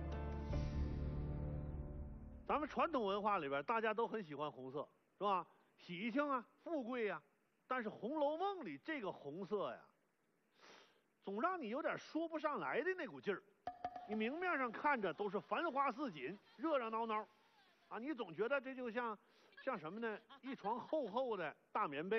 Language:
Chinese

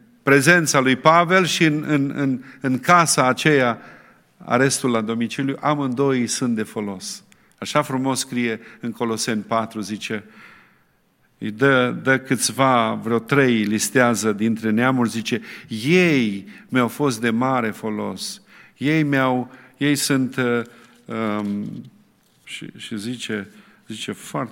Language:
Romanian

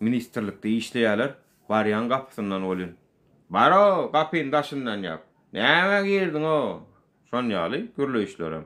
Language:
Turkmen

